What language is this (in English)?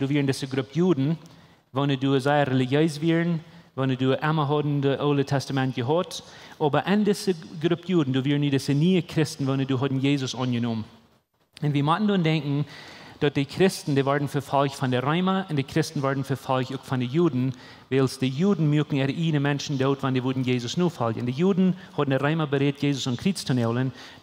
Plautdietsch